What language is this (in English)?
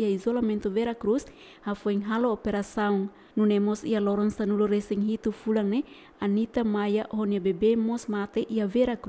Tetum